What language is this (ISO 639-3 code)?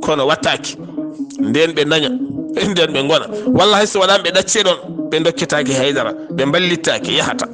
ful